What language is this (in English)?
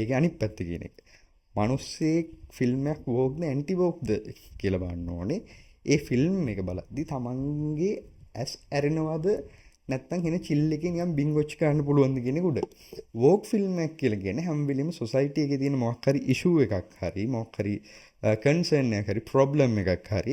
Sinhala